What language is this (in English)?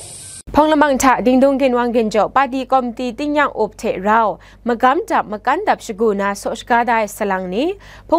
Kachin